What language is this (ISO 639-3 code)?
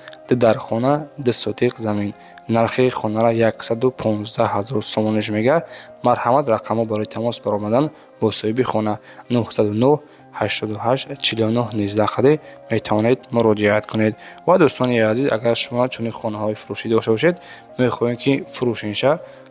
tgk